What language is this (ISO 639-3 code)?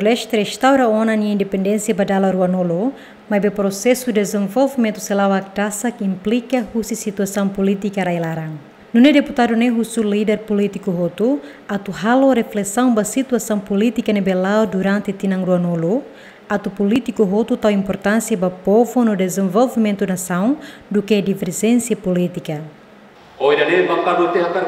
tet